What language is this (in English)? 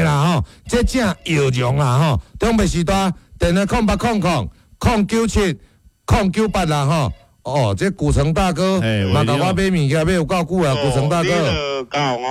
Min Nan Chinese